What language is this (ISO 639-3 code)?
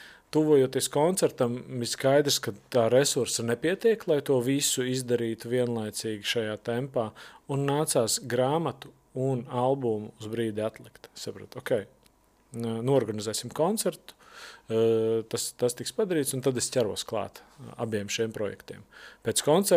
lav